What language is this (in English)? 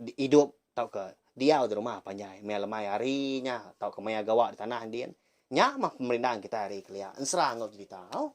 Iban